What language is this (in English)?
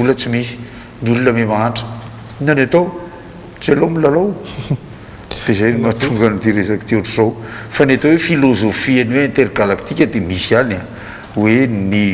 Malagasy